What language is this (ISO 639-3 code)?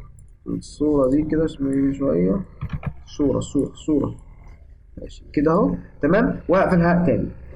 arz